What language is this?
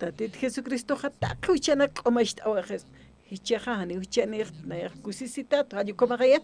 Aymara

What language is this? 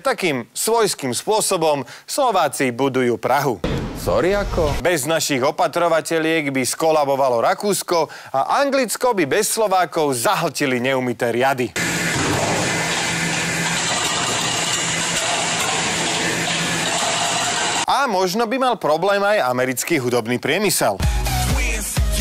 Slovak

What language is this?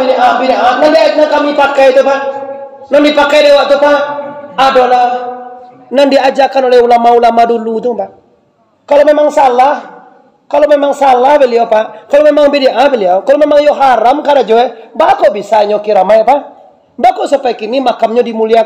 Minangkabau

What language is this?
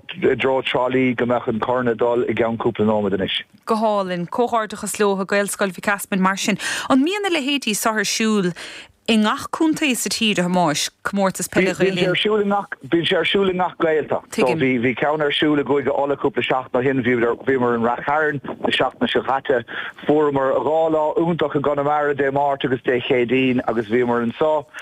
Irish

